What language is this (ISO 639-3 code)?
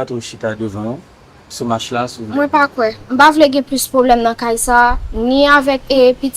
hat